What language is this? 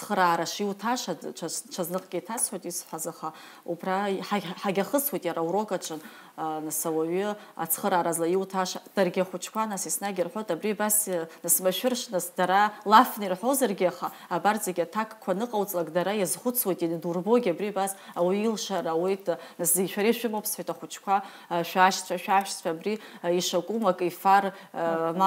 Abkhazian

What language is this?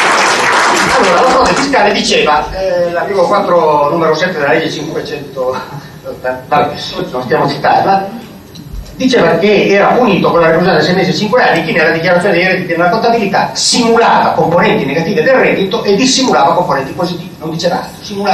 Italian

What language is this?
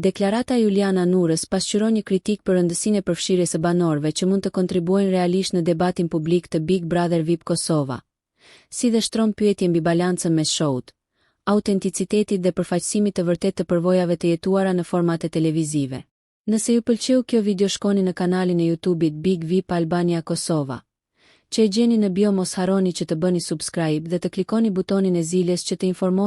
Albanian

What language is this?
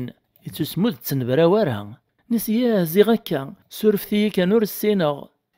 Kabyle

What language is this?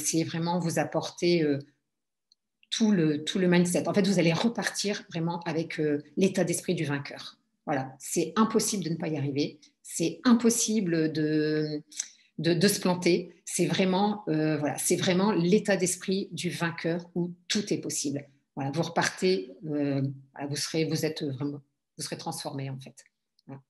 French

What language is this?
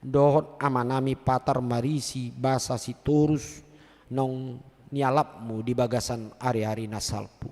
Batak Toba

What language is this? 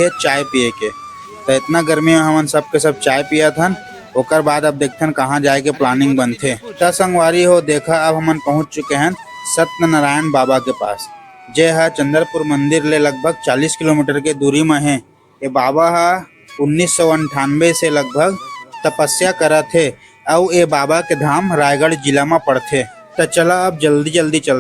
Chhattisgarhi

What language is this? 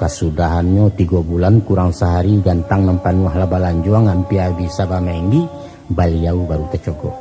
Minangkabau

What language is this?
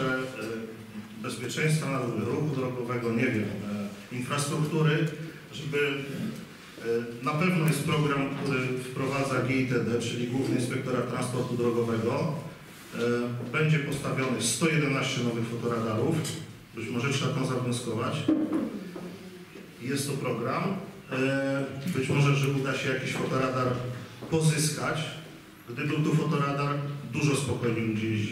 Polish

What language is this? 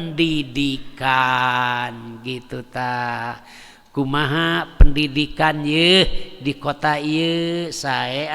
Sundanese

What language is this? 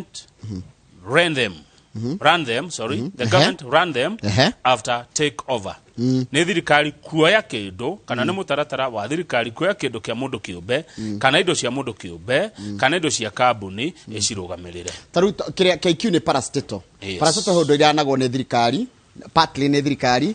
Kikuyu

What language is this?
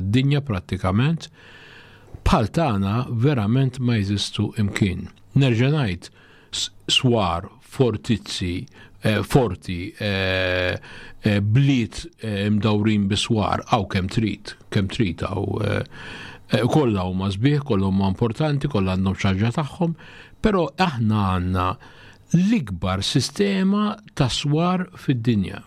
Maltese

